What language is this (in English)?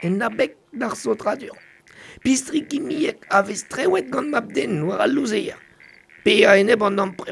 Breton